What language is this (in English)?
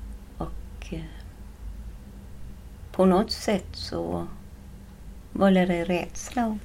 Swedish